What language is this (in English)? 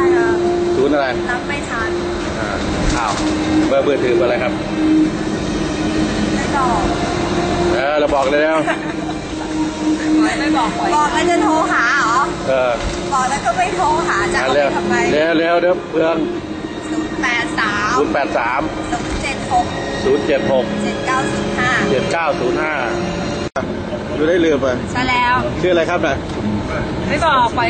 Thai